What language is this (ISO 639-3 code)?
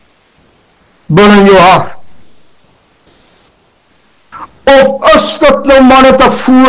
afr